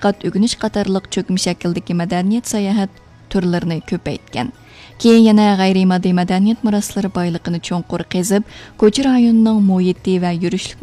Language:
Uyghur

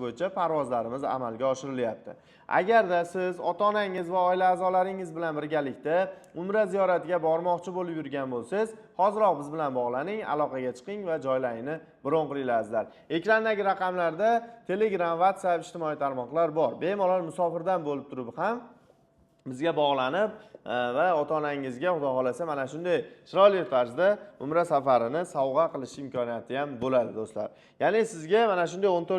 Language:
Uzbek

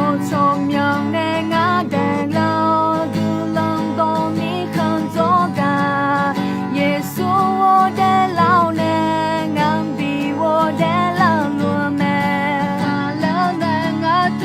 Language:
Akha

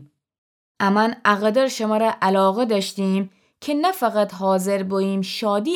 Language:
Gilaki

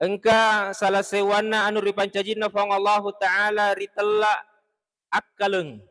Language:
Buginese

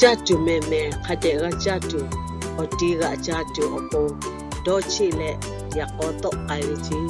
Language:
Lahu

